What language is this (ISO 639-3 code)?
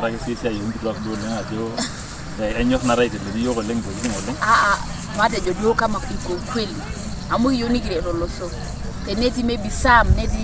mas